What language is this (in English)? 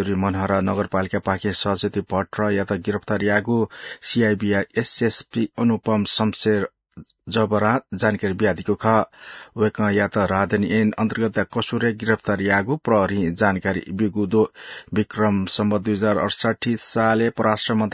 Newari